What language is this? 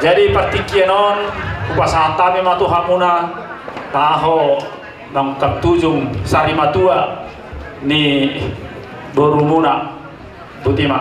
Batak Toba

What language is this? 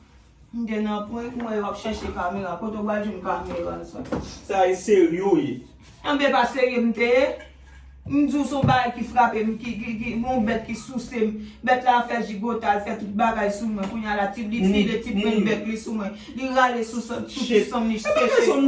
Haitian Creole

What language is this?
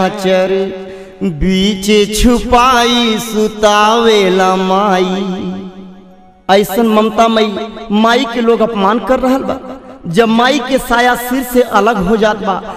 Bhojpuri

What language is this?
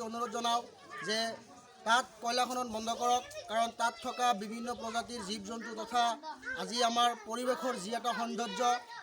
Assamese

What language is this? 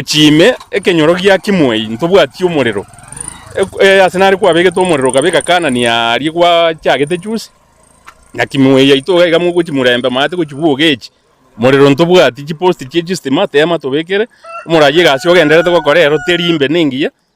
Gusii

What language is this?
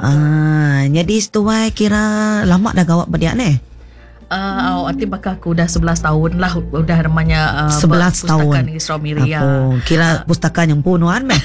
Iban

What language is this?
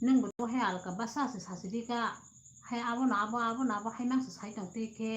Kok Borok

